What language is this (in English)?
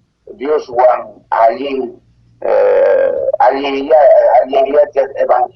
South Bolivian Quechua